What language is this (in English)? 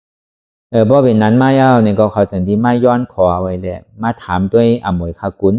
Shan